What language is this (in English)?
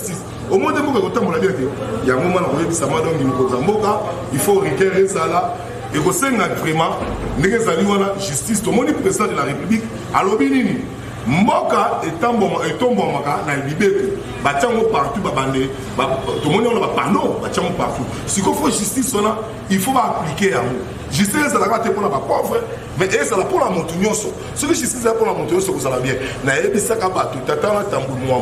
Lingala